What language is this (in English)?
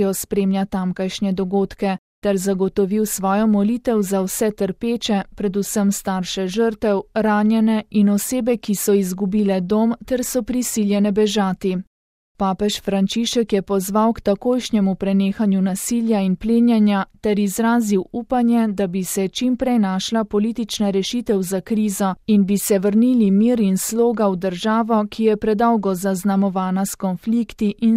Slovenian